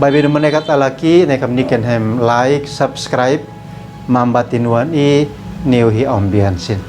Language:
Uab Meto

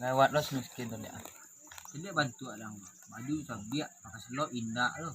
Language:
Minangkabau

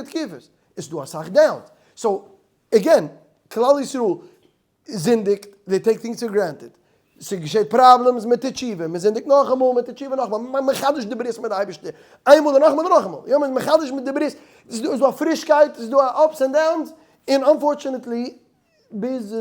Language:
Yiddish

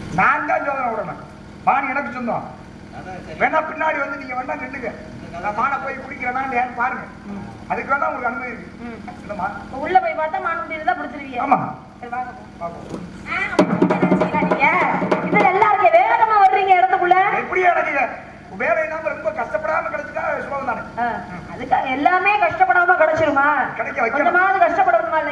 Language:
Tamil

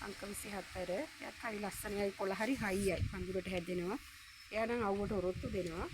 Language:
Sinhala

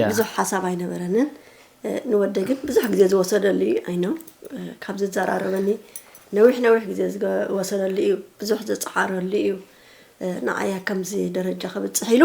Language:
Tigrinya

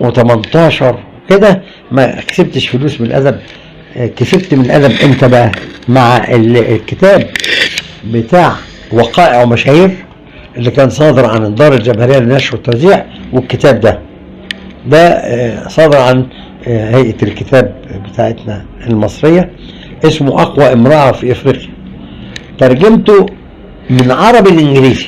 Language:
Egyptian Arabic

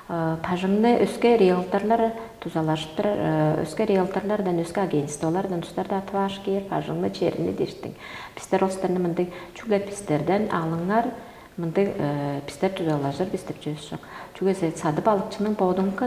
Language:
Tuvinian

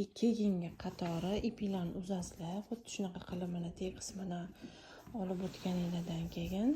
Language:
Uzbek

